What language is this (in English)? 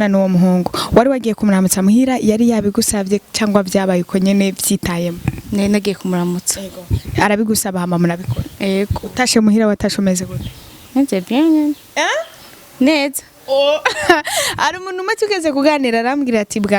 Rundi